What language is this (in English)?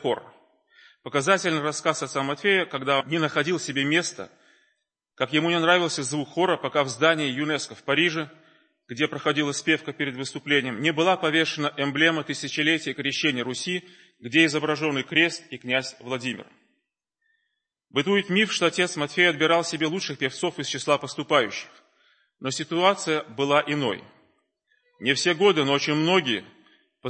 Russian